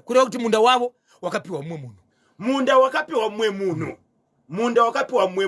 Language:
Shona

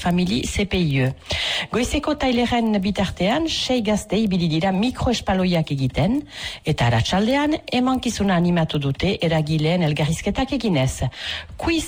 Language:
Basque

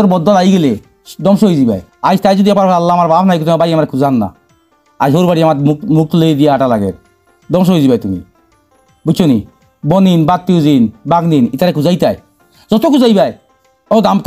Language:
Sylheti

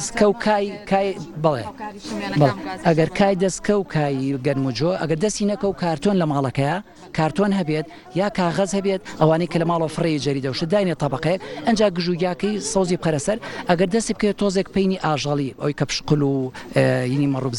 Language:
Central Kurdish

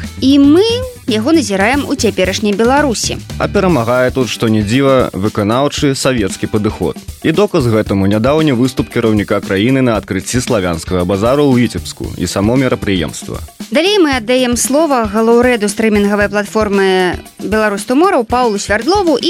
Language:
Belarusian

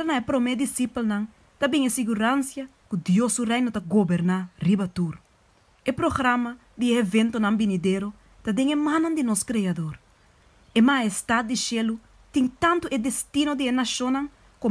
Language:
Papiamento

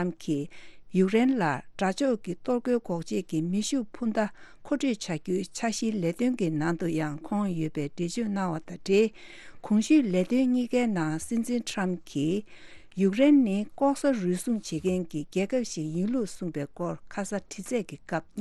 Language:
Tibetan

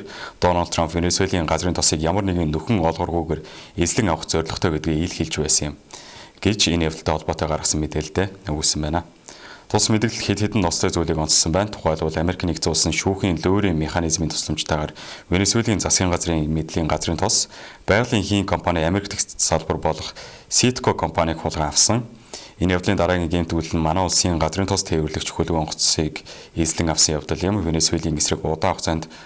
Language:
Mongolian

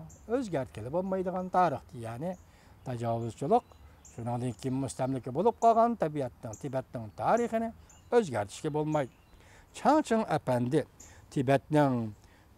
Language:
Uyghur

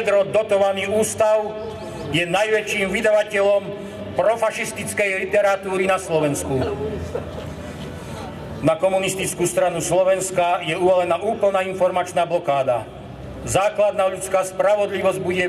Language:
Slovak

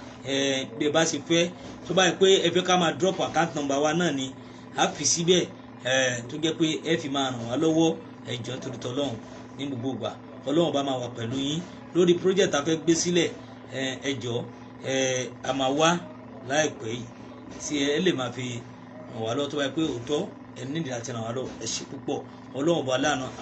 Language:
Yoruba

